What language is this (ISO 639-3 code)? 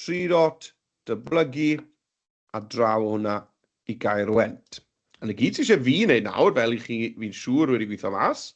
cym